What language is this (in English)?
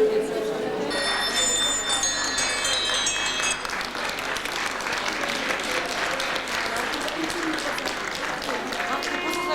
Chuvash